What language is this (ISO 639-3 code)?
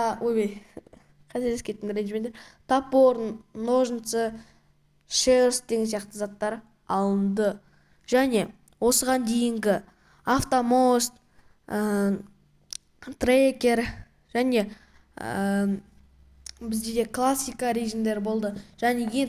kaz